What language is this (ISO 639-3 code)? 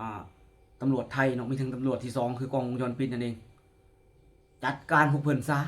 lao